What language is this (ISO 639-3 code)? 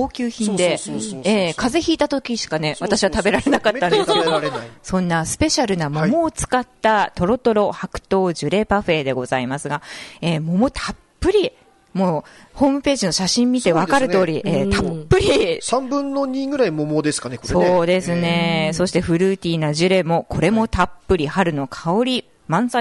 jpn